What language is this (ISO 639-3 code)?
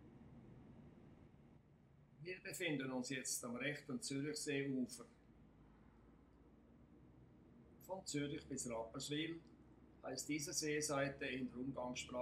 deu